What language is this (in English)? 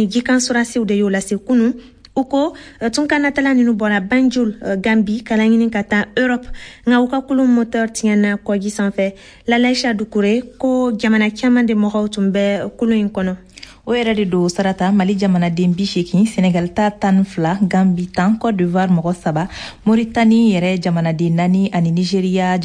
Bambara